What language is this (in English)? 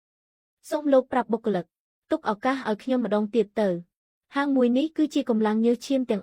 Khmer